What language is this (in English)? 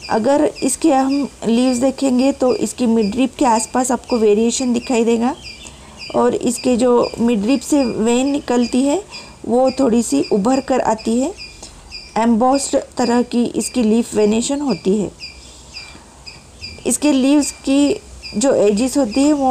Hindi